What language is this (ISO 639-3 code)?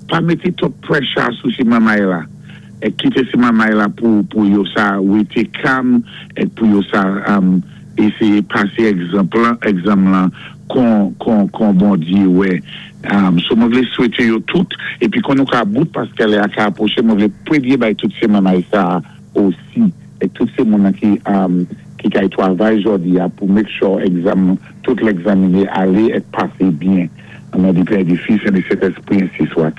acf